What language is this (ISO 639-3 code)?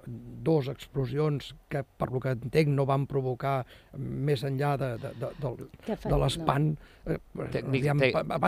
cat